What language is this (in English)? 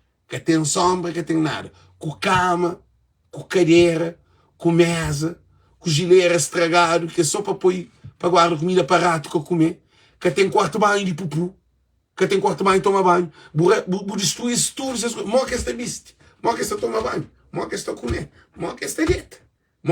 Kabuverdianu